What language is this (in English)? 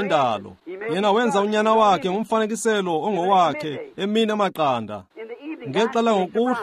Xhosa